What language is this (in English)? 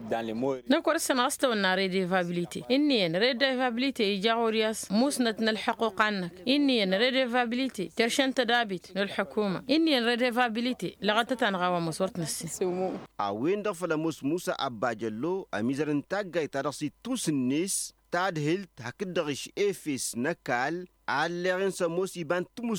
Tamasheq